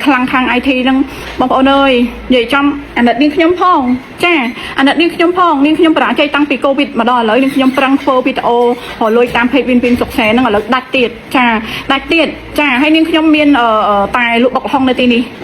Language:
Khmer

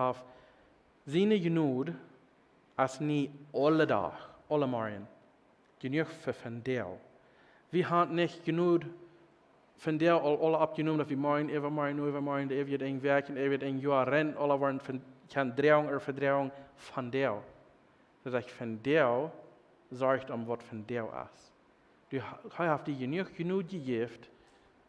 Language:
Plautdietsch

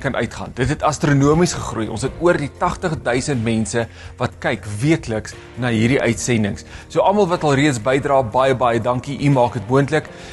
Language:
Afrikaans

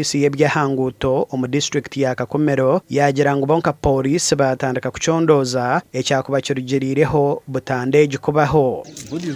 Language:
Nyankole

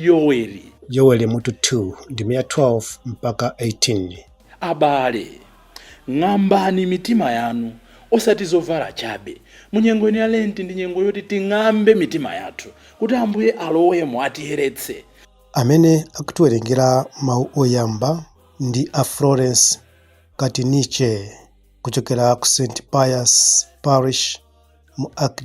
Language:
Nyanja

